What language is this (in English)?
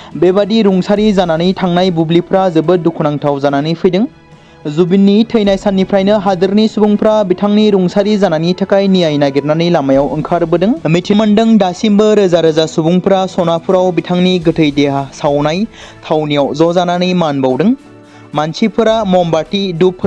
Bodo